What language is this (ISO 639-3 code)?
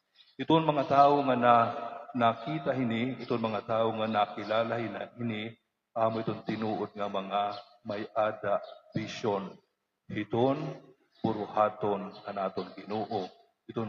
war